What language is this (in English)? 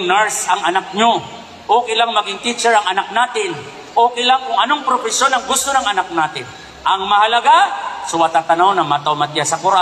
Maranao